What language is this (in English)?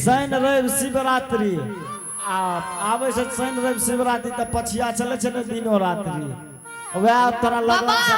Angika